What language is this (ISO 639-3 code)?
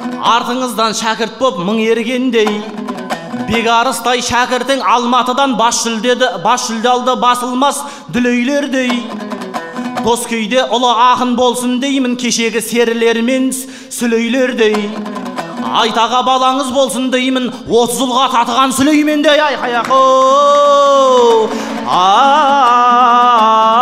kaz